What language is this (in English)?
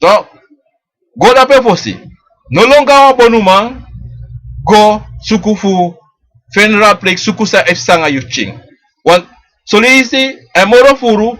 Sranan Tongo